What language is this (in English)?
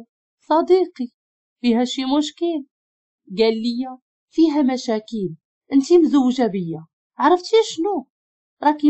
Moroccan Arabic